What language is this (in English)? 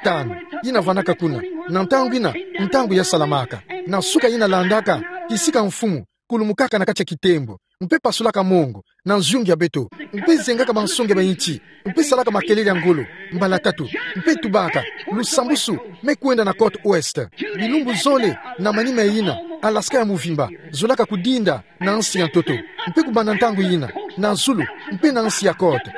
Kituba (Democratic Republic of Congo)